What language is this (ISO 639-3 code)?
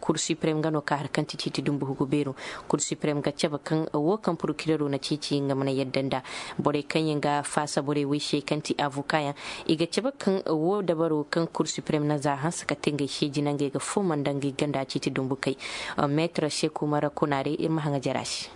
dje